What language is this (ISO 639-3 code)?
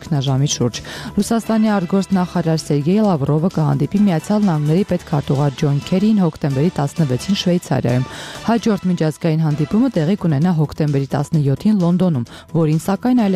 hye